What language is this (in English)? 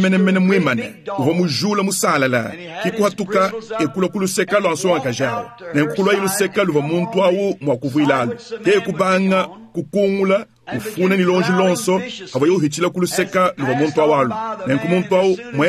Luba-Lulua